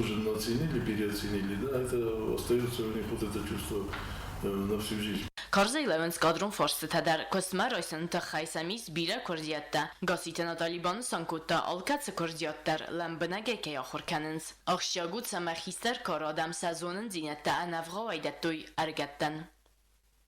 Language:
Ossetic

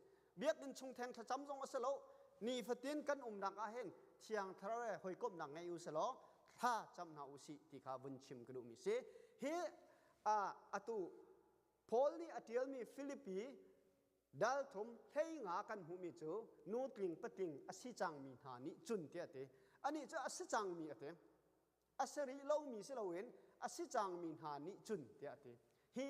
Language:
Hakha Chin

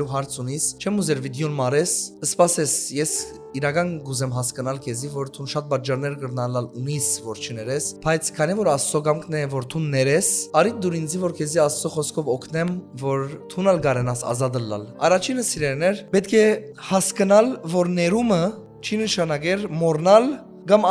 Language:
Western Armenian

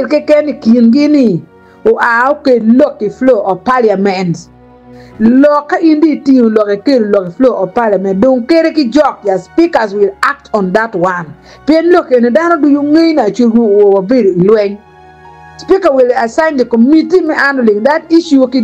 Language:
Acoli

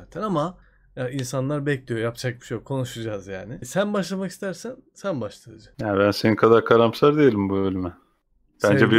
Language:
Turkish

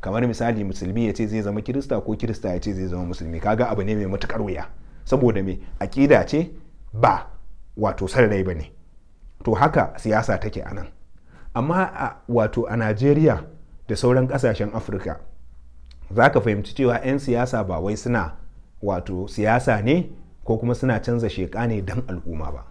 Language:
Hausa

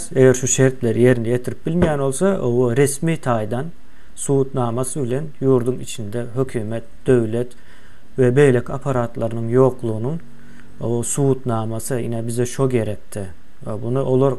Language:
Turkmen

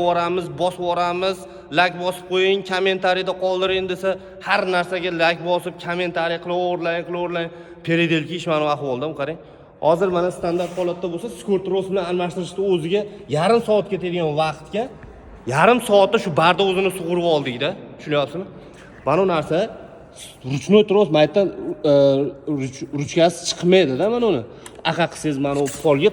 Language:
Uzbek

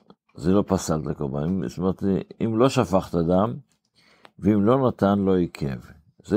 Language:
Hebrew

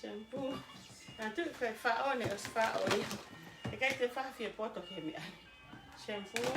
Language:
Tongan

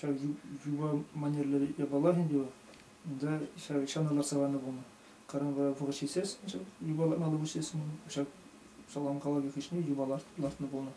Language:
Chuvash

